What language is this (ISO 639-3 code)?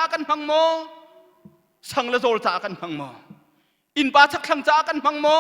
cnh